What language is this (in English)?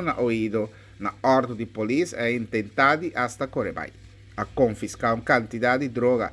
Papiamento